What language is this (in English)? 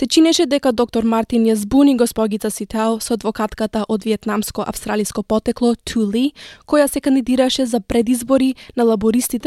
Macedonian